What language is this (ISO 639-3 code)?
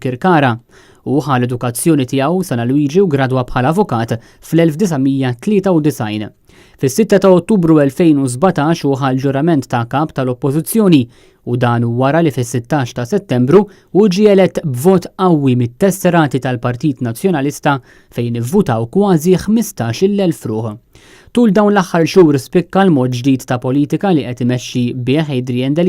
mlt